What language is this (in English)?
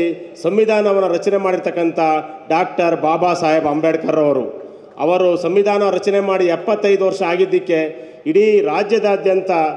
Kannada